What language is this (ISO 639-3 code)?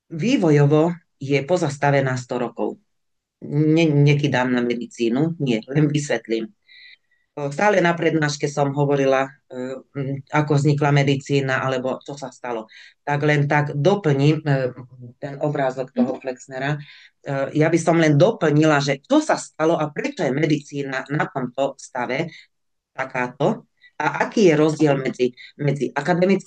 slk